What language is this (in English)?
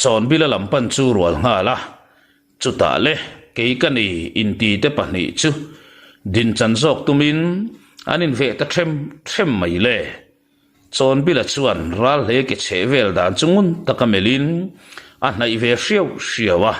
Mizo